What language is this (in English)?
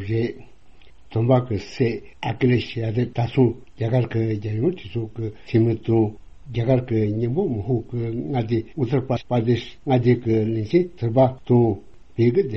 Tibetan